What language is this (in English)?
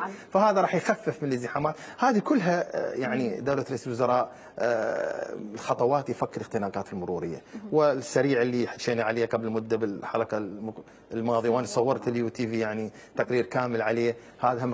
Mesopotamian Arabic